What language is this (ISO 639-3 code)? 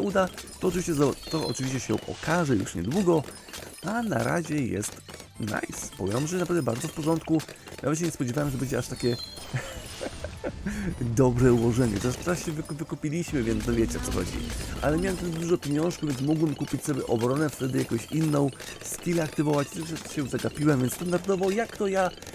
pol